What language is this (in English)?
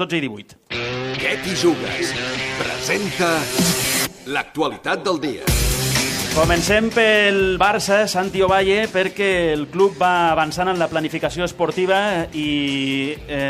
Catalan